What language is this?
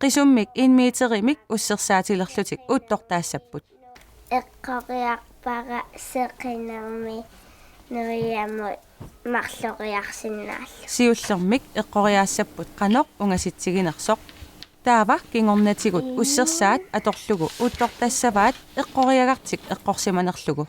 Kalaallisut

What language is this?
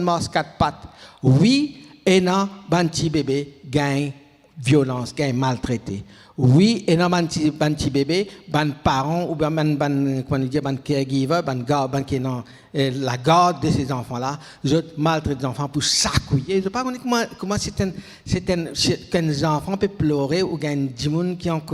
Morisyen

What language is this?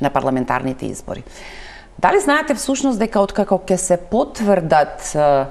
Macedonian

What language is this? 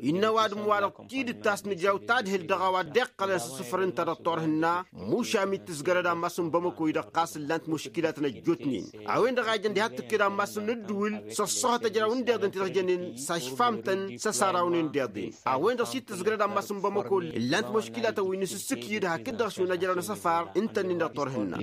Tamasheq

